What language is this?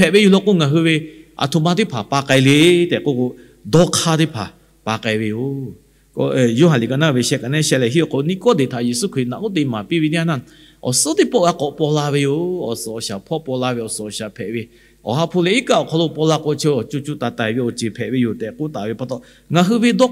Lahu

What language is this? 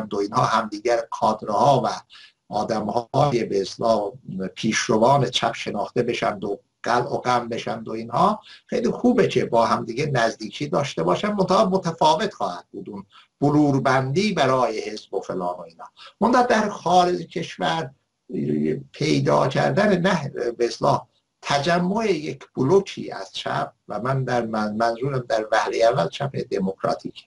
Persian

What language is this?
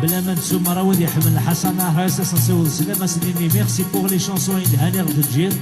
Kabyle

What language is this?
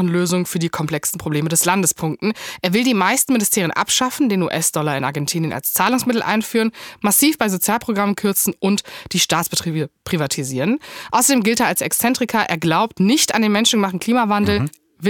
German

